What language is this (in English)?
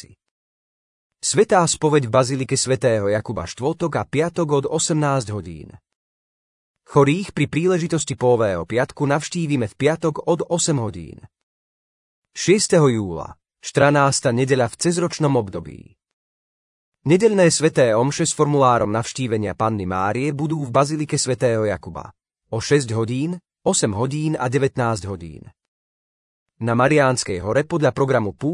Slovak